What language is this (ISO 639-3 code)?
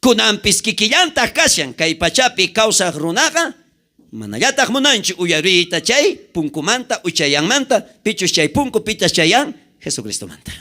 quh